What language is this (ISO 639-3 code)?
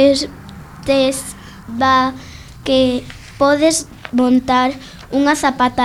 glg